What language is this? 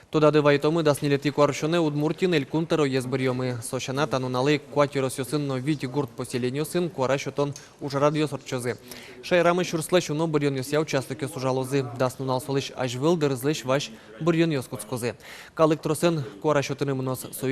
Udmurt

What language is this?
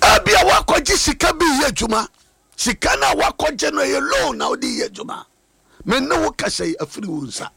Akan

